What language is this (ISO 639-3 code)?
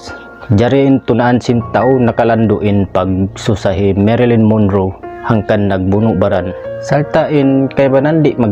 tsg